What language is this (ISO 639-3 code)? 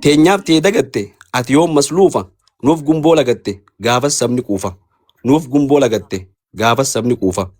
orm